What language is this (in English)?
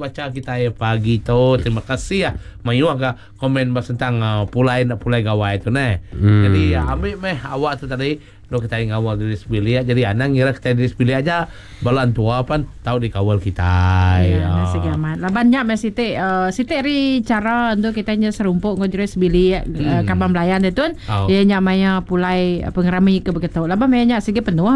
Iban